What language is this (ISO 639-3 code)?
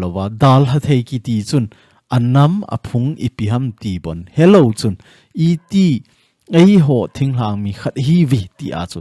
tcz